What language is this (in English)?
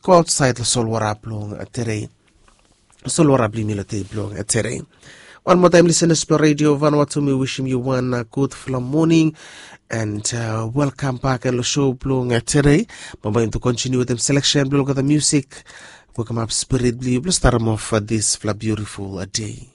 Bislama